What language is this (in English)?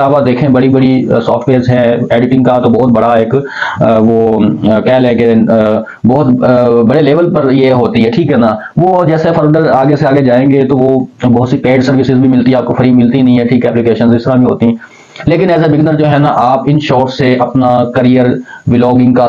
Hindi